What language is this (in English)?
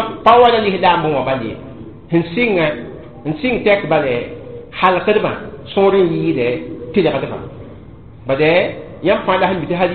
Mossi